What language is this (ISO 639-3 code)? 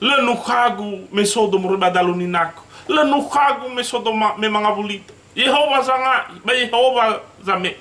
nia